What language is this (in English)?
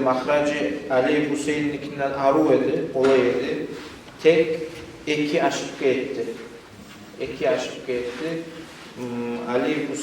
Kumyk